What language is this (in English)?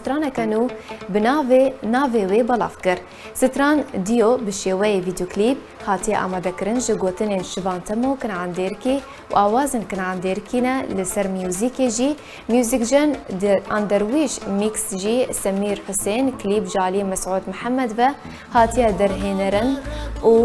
Kurdish